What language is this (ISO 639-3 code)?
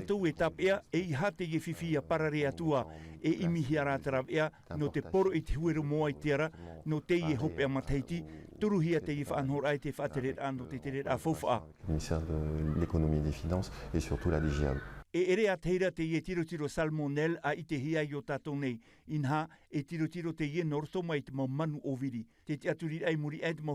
tah